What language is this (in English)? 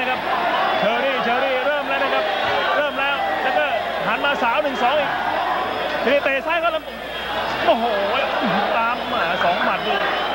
Thai